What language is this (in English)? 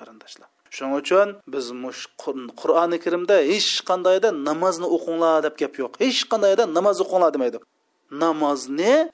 Uyghur